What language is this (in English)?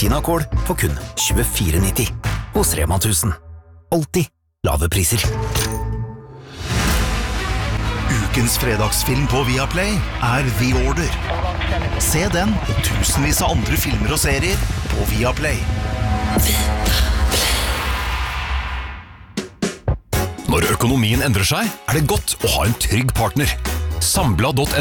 Norwegian